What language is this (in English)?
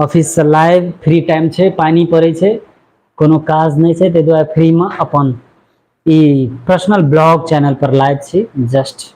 Maithili